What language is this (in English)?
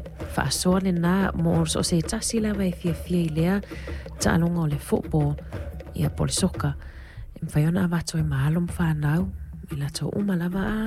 Samoan